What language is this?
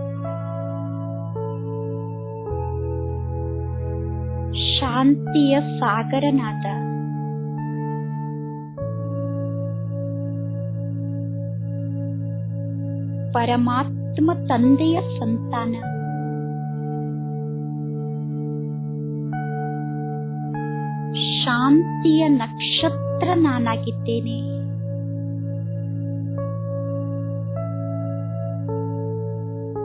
Kannada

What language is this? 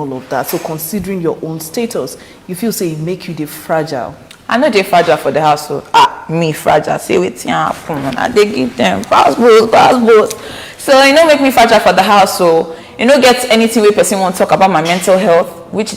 Nigerian Pidgin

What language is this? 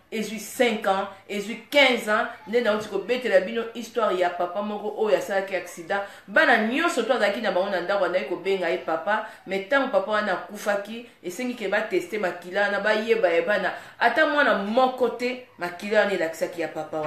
Lingala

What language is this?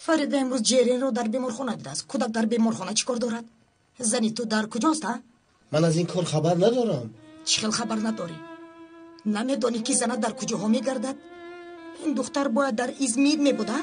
Tajik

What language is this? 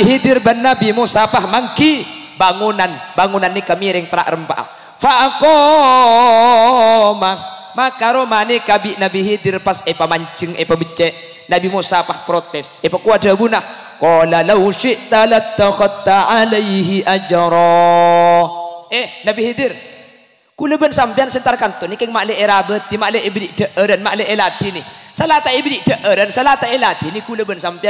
Madurese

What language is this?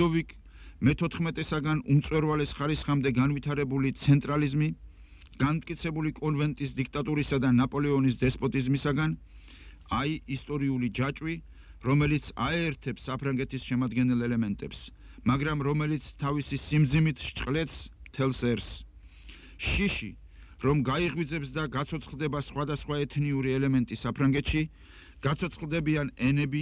Georgian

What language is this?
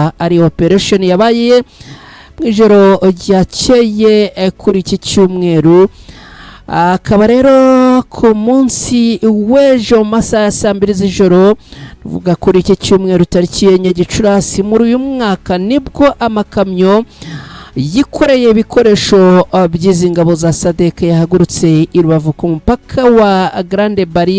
Kinyarwanda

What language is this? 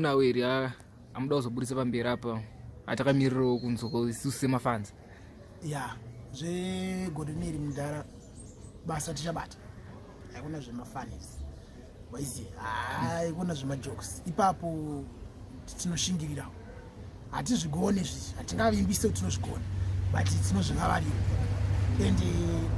Shona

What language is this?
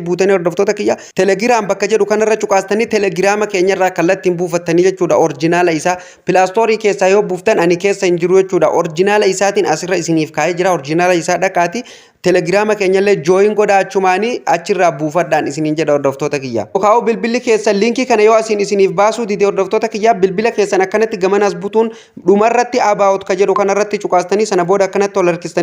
Oromo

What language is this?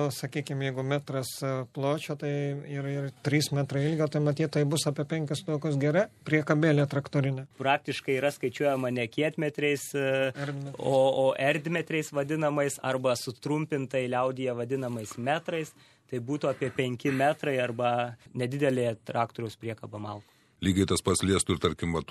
Lithuanian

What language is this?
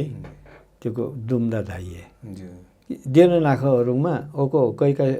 Nepali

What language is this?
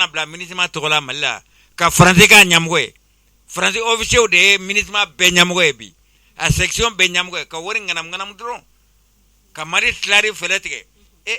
Bambara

